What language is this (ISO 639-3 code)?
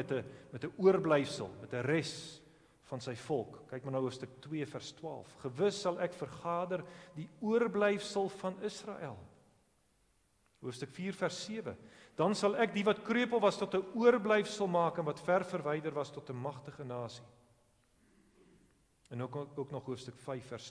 afr